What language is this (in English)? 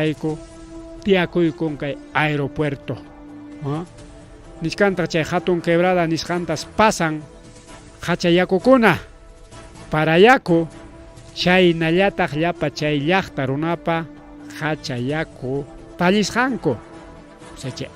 Ayacucho Quechua